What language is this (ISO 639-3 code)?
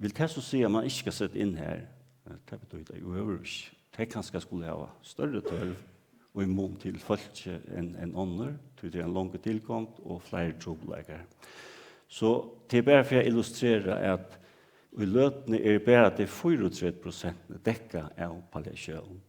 fao